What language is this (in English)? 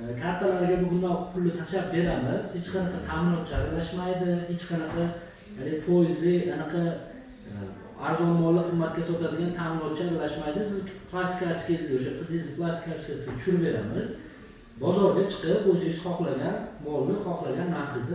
Uzbek